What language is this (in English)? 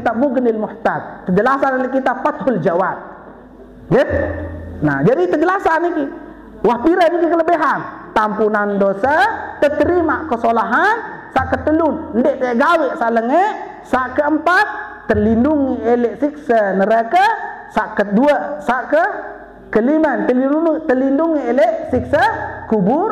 Sasak